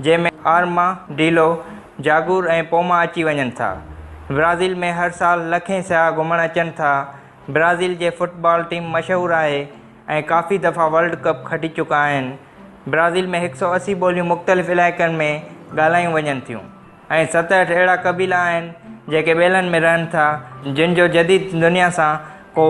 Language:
Sindhi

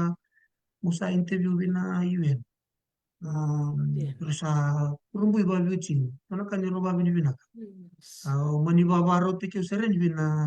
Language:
Fijian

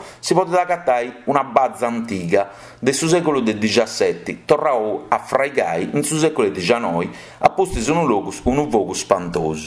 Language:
Sardinian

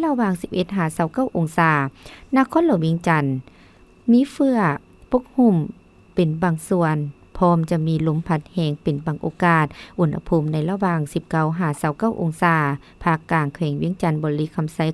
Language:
Lao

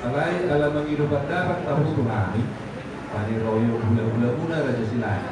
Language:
Batak Toba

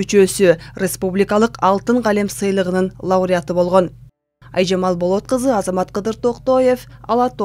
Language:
Kyrgyz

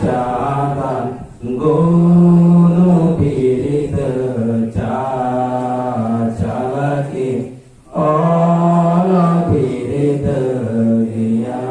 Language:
Santali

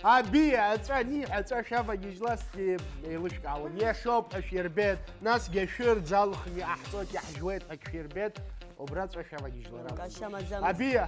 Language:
Abkhazian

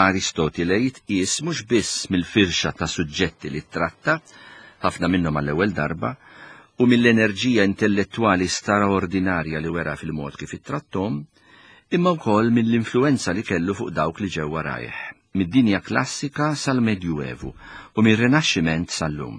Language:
Maltese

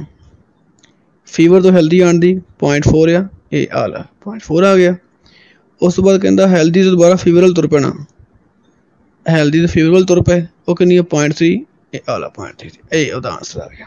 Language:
Punjabi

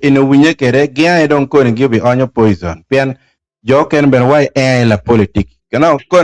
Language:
Acoli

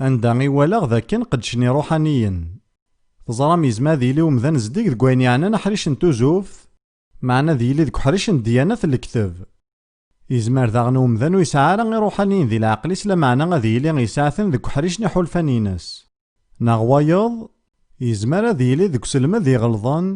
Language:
Kabyle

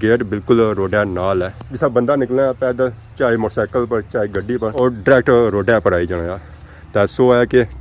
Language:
Pahari-Potwari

